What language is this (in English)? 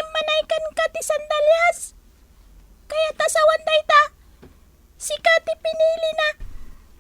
Iloko